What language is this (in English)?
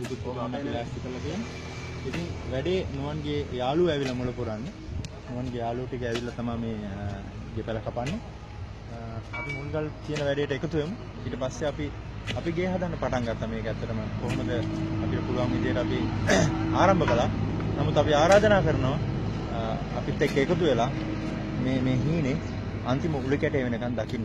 Sinhala